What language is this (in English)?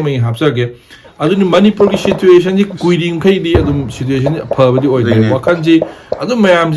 Manipuri